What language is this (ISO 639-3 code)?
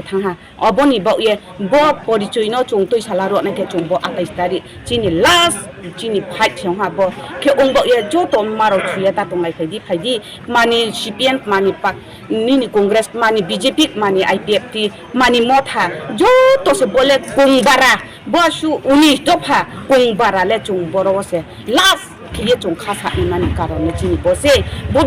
ria